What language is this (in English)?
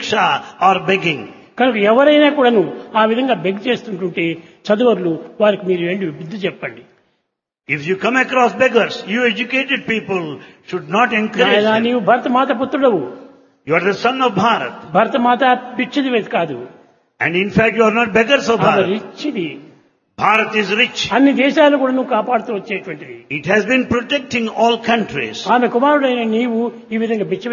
Telugu